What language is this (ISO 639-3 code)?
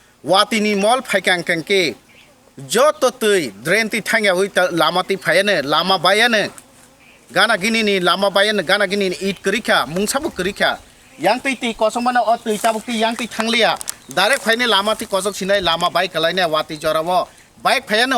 trp